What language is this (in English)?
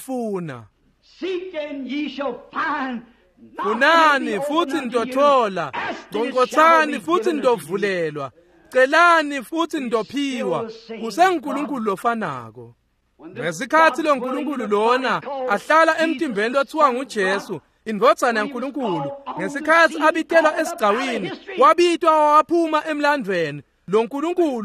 Swati